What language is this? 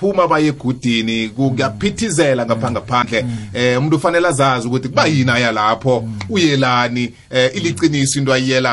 South Ndebele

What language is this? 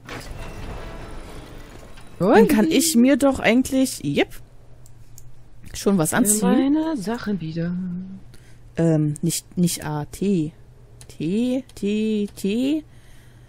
German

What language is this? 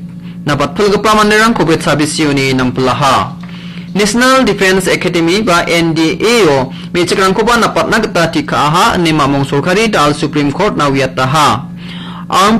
Garo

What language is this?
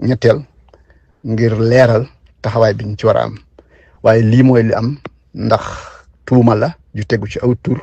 Wolof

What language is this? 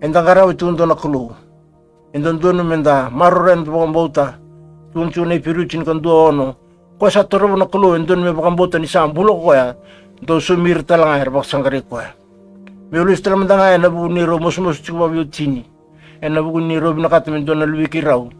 Fijian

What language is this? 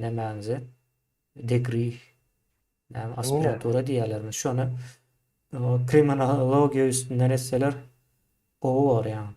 Turkmen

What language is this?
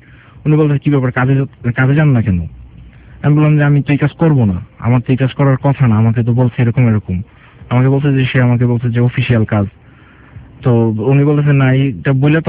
Bangla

